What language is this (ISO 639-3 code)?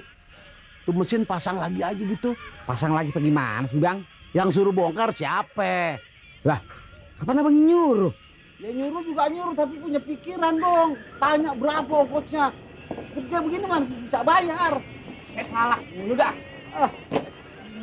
bew